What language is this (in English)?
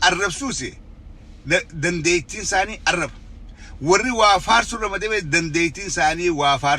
Oromo